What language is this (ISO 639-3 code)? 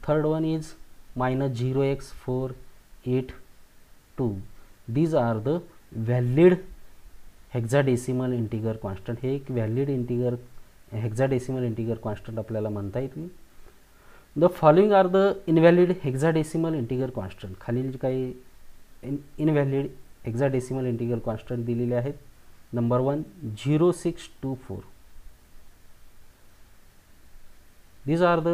mar